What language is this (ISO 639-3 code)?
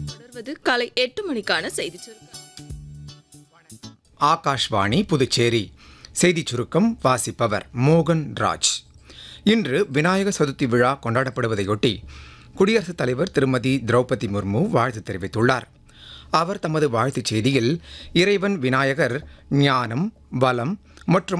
tam